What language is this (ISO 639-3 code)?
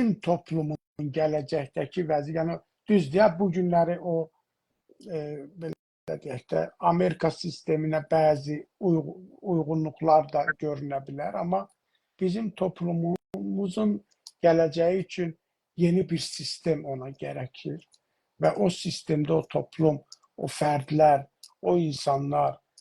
azb